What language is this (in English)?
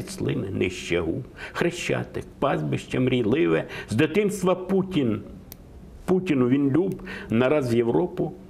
Ukrainian